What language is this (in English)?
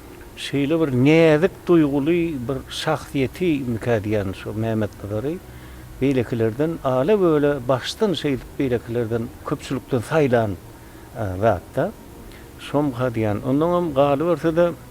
Turkmen